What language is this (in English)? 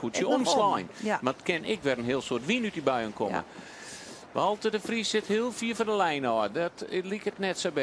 Western Frisian